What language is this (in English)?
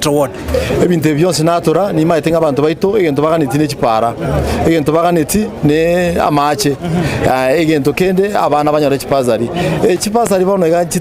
Gusii